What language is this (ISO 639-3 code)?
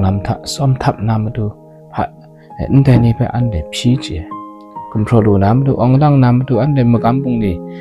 kac